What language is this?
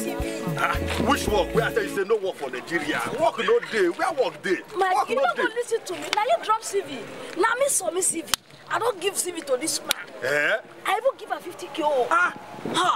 Nigerian Pidgin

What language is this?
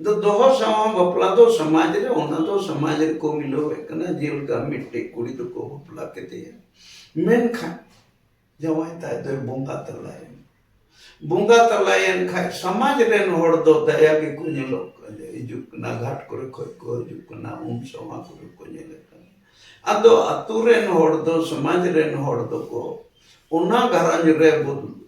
Santali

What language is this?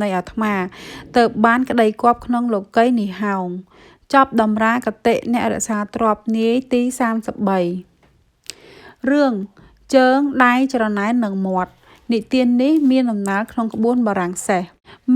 Khmer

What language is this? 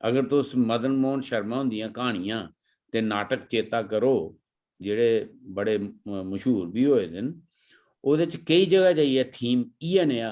Dogri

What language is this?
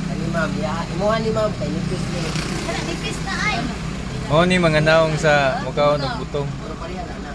Cebuano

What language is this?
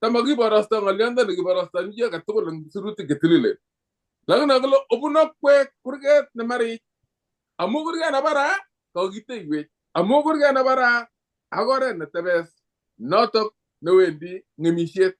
Kalenjin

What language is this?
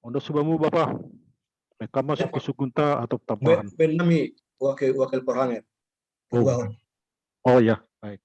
Batak Simalungun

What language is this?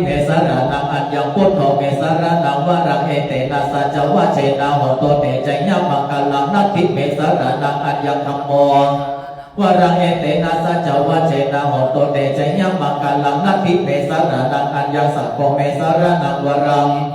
Pali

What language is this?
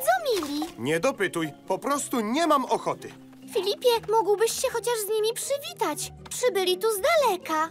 Polish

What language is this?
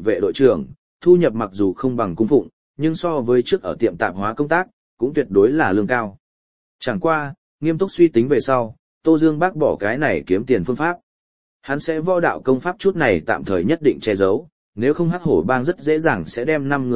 Vietnamese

